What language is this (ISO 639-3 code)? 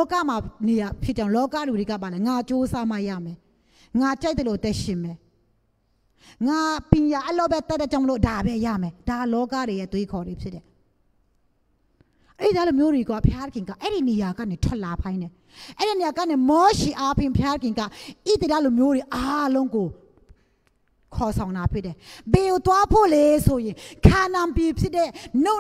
mya